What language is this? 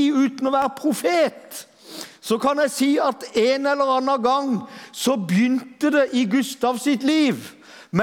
Norwegian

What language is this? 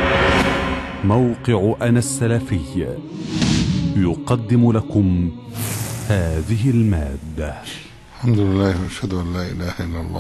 Arabic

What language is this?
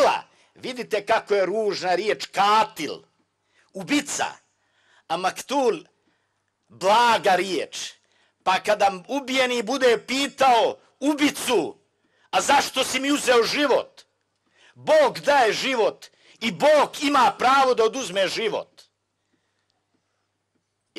Bosnian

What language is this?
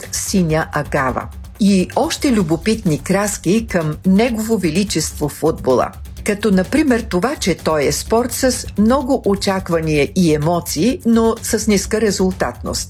Bulgarian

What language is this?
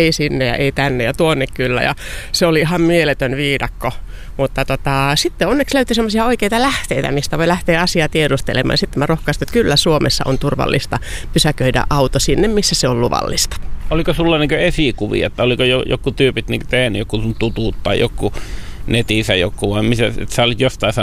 Finnish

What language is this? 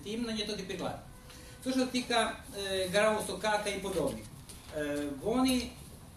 Rusyn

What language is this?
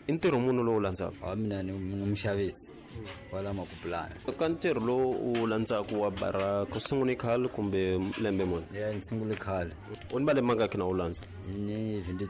Tsonga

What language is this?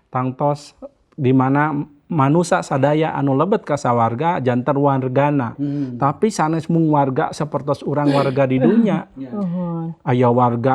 Sundanese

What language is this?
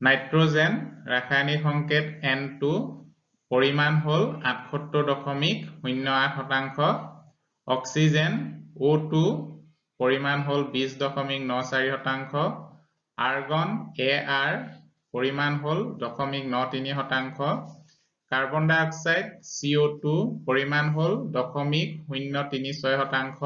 Assamese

